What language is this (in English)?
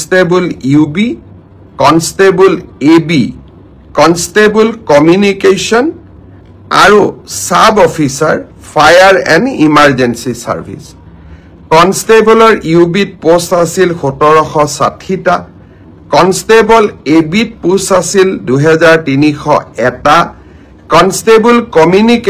Assamese